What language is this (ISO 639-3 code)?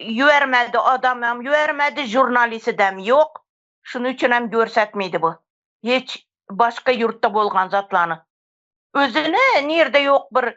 tuk